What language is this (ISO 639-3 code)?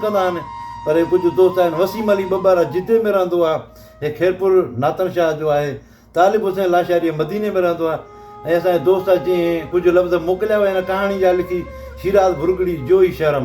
snd